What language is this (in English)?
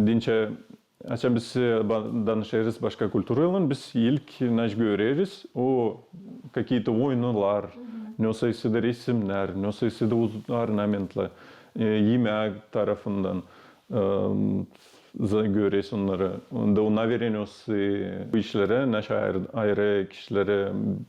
Gagauz